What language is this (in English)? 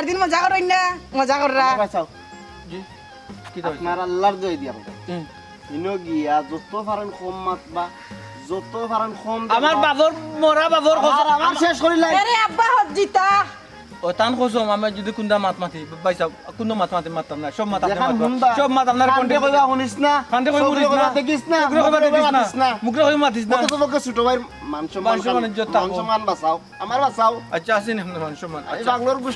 Sylheti